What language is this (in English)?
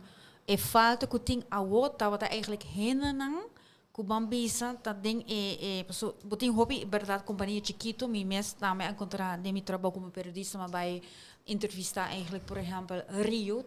Papiamento